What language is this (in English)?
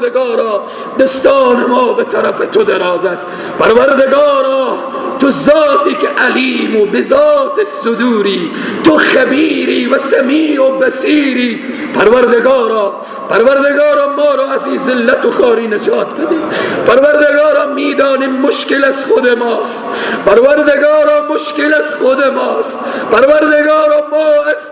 Persian